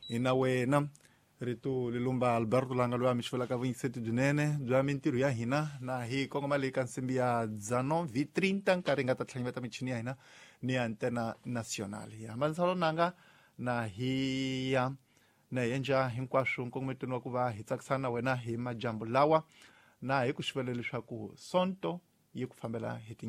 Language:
Tsonga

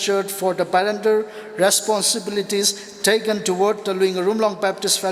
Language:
Tangkhul Naga (India)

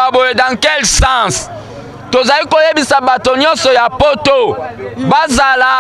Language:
Lingala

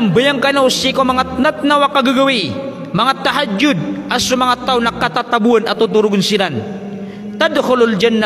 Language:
Maranao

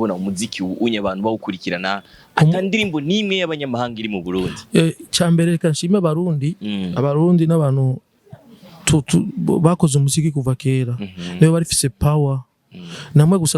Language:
Rundi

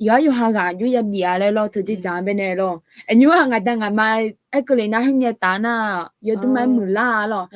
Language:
Akha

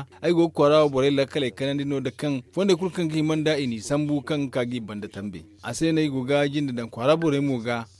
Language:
Zarma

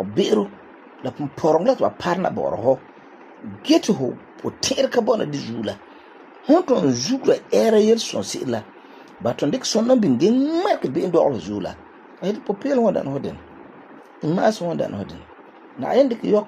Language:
Frafra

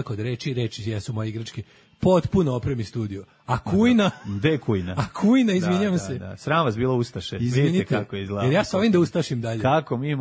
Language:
Serbian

